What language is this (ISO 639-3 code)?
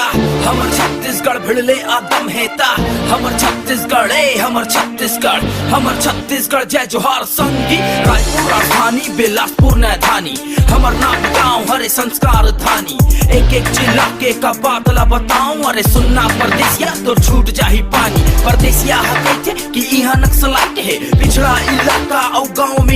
hne